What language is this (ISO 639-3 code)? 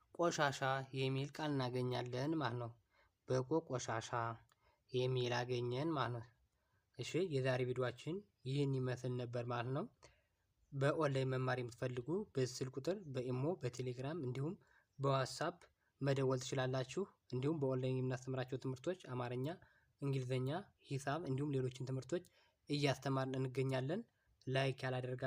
amh